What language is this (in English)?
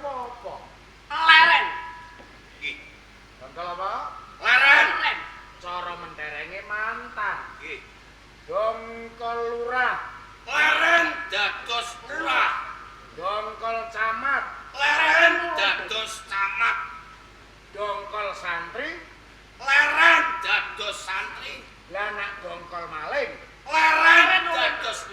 Javanese